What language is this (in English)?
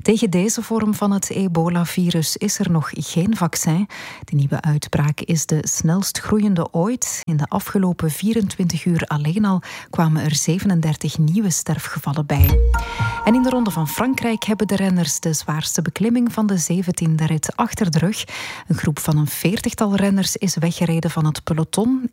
Dutch